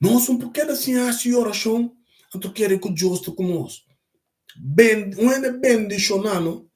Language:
Papiamento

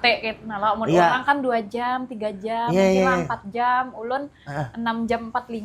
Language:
Banjar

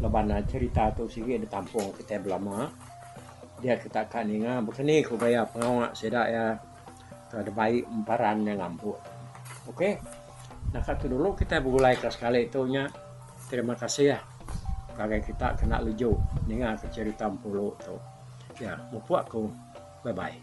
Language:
Iban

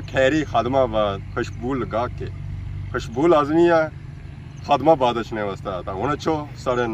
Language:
Pahari-Potwari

